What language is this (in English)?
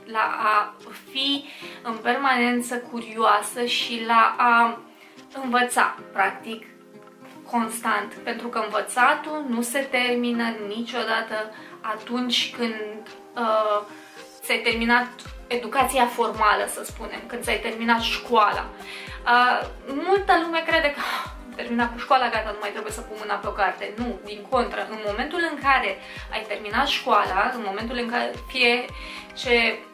Romanian